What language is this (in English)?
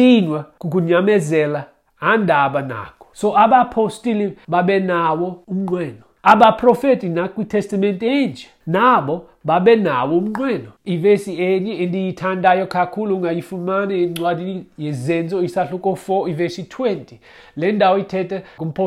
Xhosa